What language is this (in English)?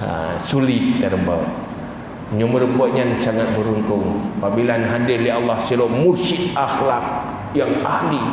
Achinese